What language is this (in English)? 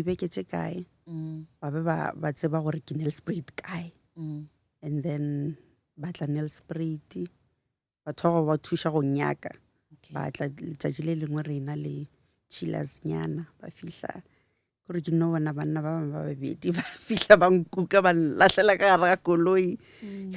Northern Sotho